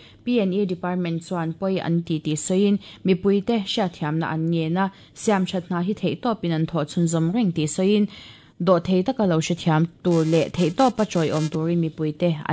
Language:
Mizo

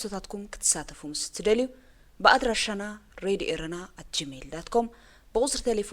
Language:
Tigrinya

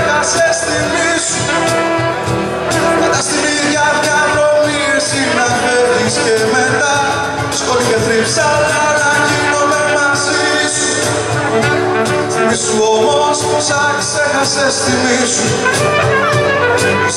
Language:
Greek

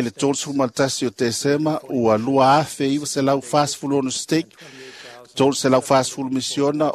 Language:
Samoan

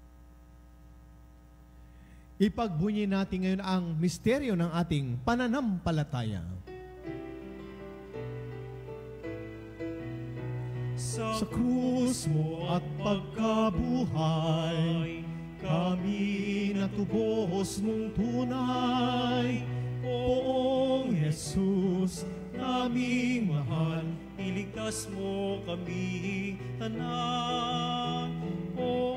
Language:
Filipino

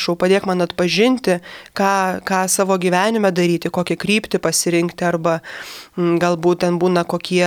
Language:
Lithuanian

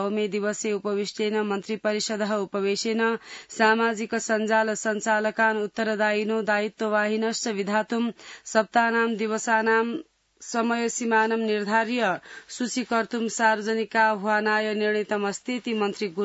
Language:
Sanskrit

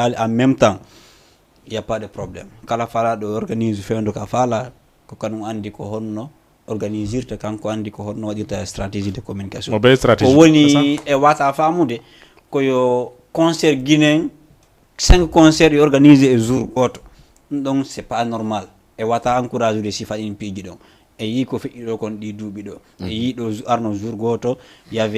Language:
Fula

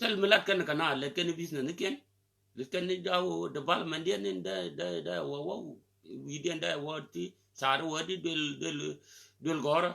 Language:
Nuer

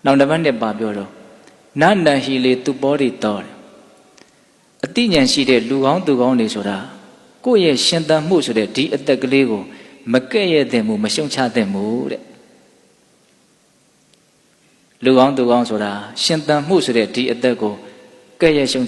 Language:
Burmese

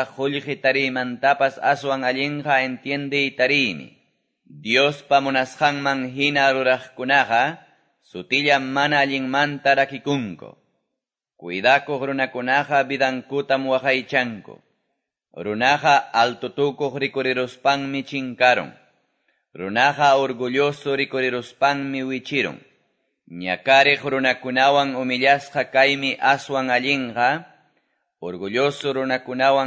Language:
Quechua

